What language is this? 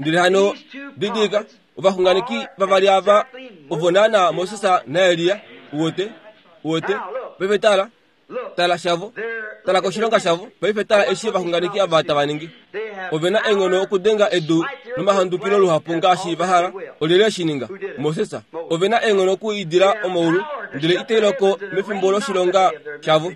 Kuanyama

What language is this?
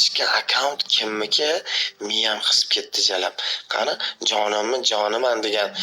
Uzbek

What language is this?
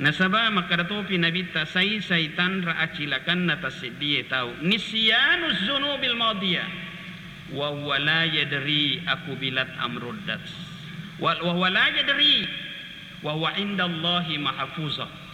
Buginese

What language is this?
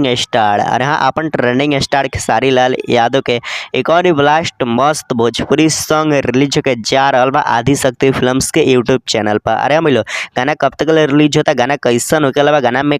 Bhojpuri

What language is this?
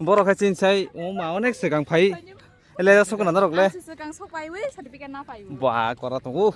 Kok Borok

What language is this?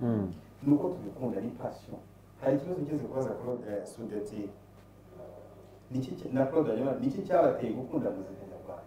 Kinyarwanda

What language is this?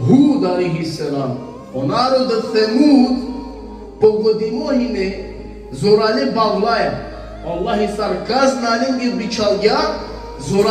Balkan Romani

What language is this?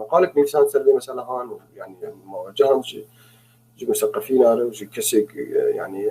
North Levantine Arabic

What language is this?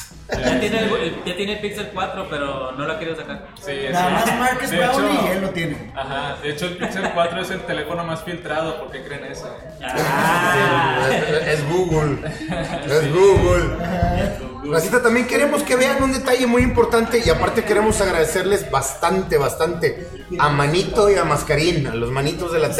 Spanish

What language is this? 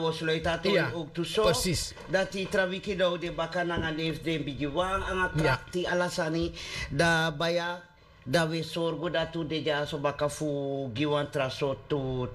Sranan Tongo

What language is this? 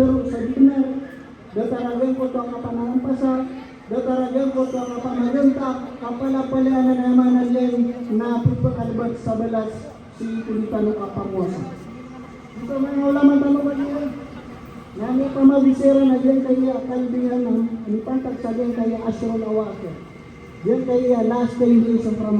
Maranao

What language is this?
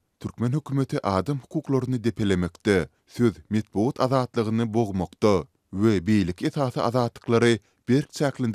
Turkmen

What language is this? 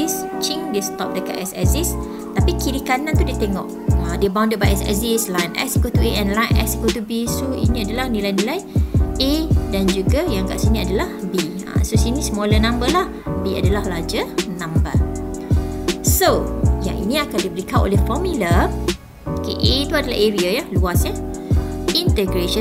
Malay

